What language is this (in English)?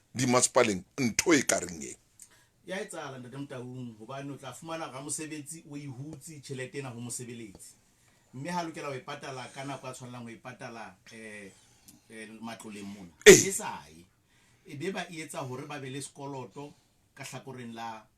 Southern Sotho